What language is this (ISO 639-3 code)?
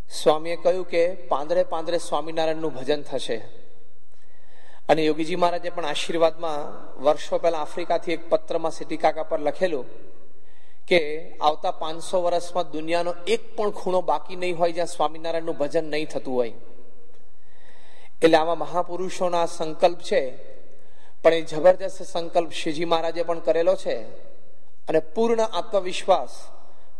guj